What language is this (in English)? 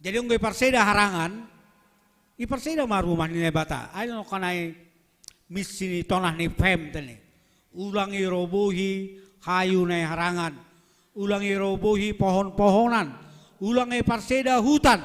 Batak Simalungun